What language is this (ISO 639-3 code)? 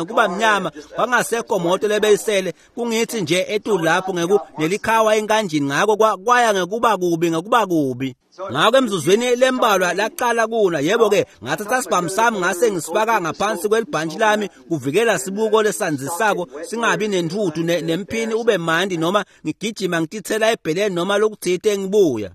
ssw